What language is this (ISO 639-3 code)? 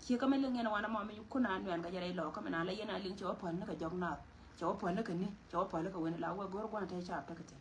nus